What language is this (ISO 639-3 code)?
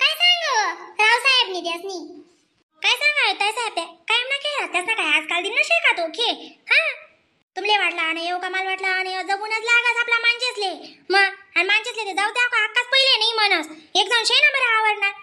khn